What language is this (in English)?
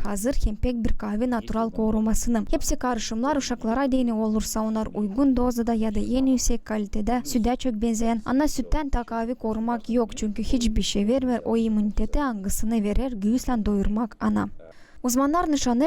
Gagauz